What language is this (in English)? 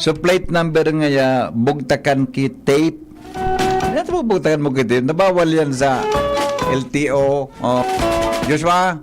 Bikol